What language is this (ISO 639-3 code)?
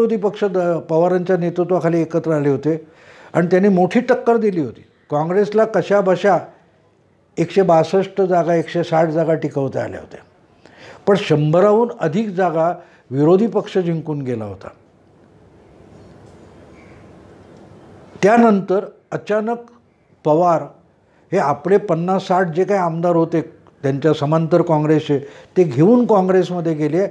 mar